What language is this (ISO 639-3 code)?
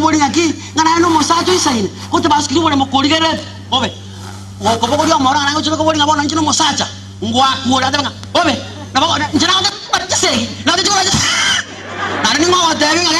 guz